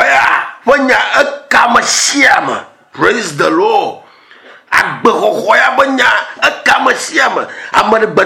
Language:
Ewe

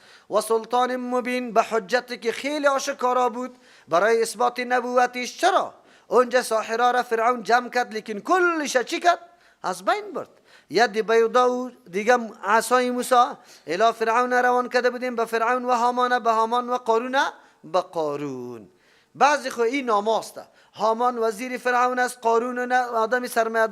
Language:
Persian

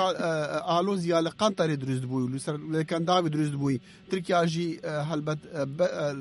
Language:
Kurdish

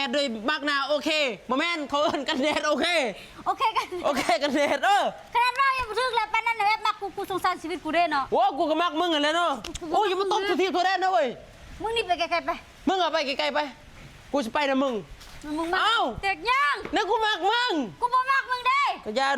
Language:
Northeastern Thai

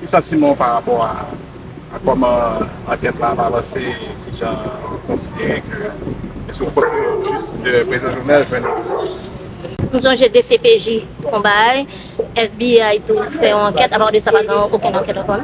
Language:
Haitian Creole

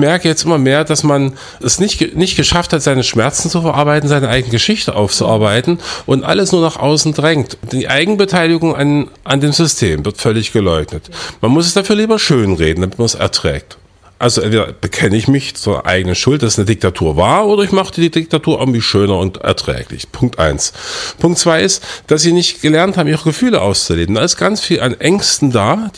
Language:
German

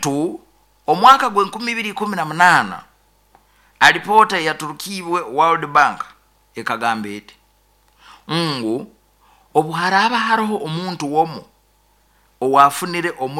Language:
Nyoro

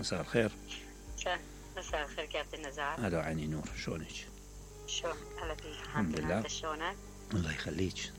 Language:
Mesopotamian Arabic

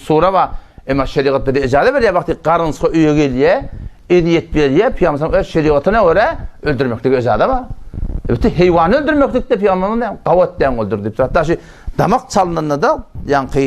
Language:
Turkmen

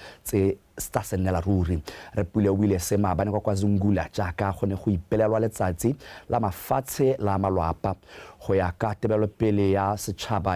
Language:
Tswana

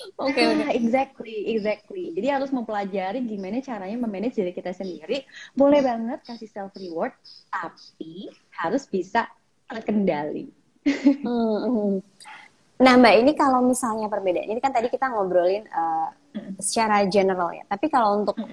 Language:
Indonesian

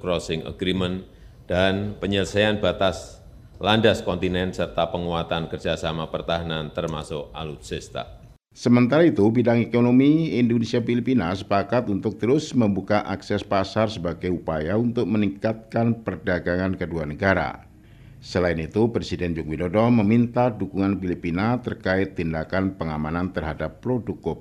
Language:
Indonesian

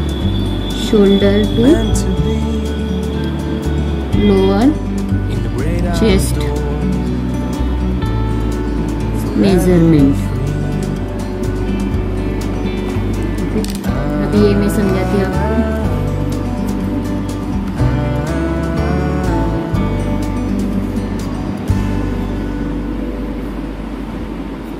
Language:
Hindi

